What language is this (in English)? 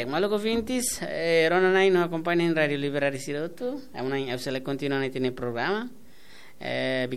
Tetum